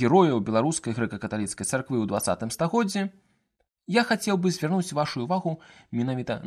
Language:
Belarusian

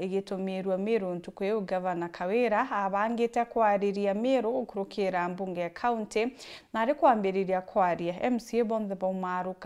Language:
Meru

